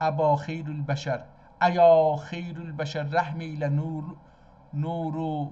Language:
South Azerbaijani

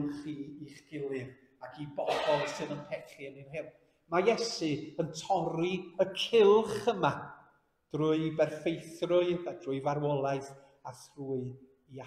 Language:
Welsh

